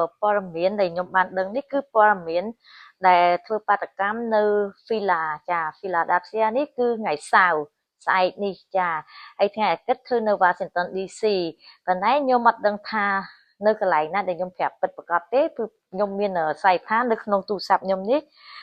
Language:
Khmer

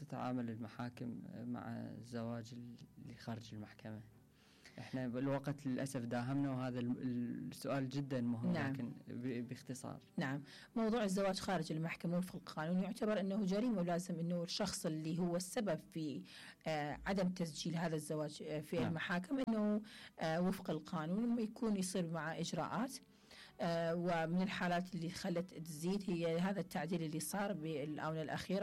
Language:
Mesopotamian Arabic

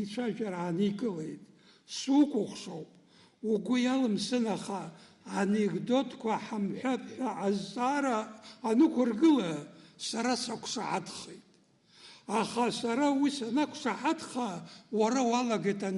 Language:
Abkhazian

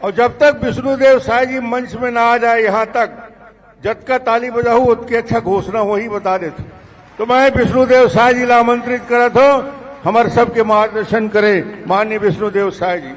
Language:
Chhattisgarhi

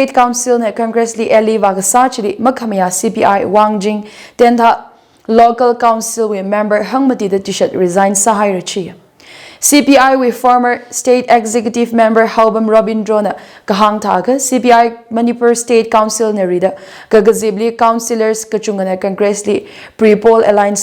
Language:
Tangkhul Naga (India)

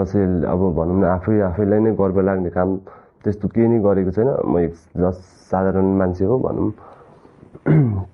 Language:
Nepali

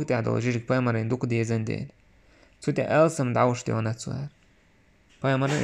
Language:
Chechen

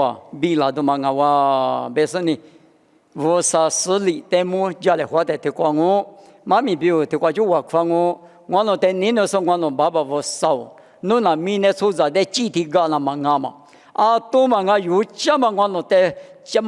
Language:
Lisu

